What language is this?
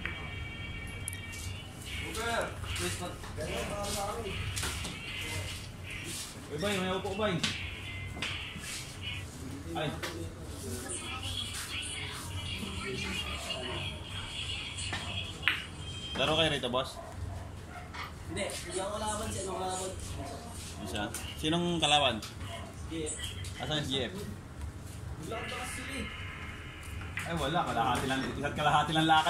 Filipino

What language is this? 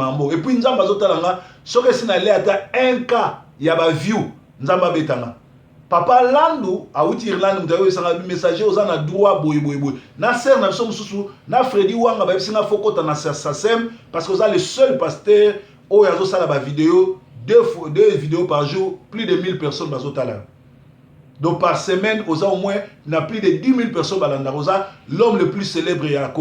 Lingala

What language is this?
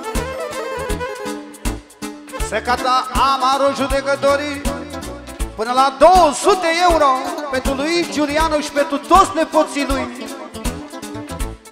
Romanian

